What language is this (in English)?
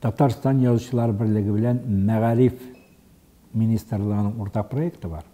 Tatar